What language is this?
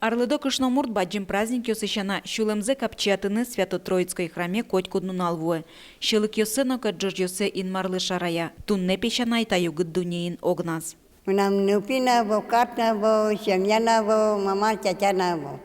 Udmurt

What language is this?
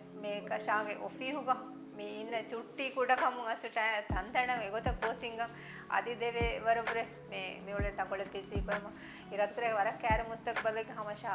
Divehi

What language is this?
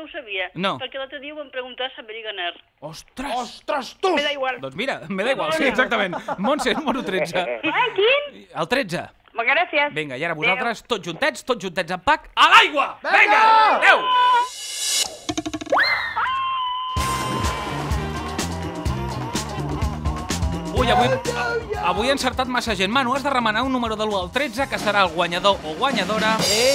Catalan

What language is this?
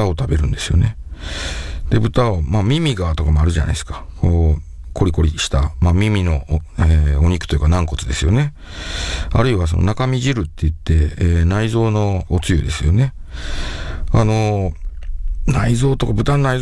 Japanese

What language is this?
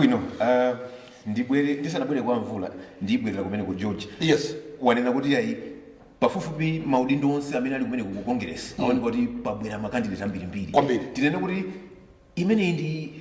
Nyanja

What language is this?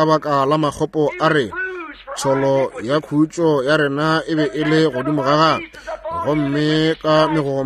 Northern Sotho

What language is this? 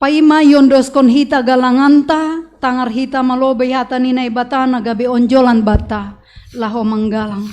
Batak Simalungun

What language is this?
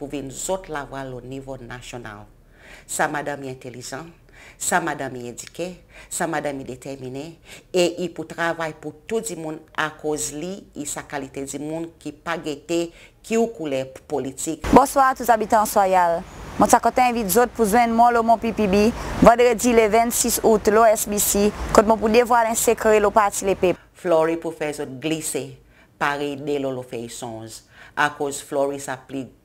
Seselwa Creole French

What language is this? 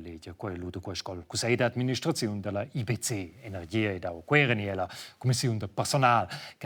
Romansh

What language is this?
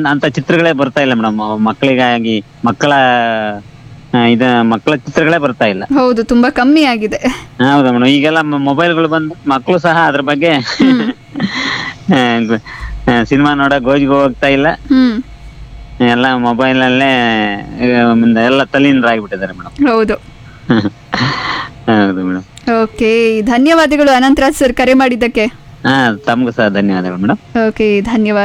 Kannada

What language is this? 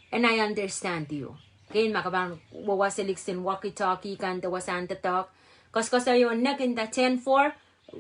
Pohnpeian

